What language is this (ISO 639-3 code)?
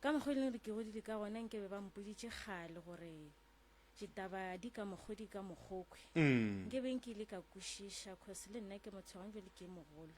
nso